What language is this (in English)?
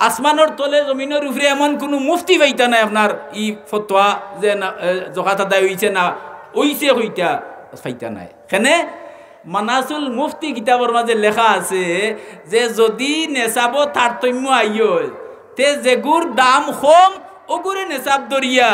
Sylheti